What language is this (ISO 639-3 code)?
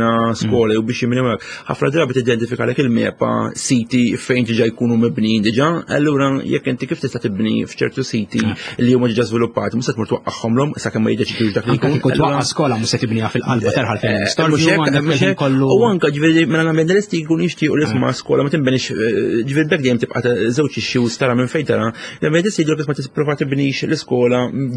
mlt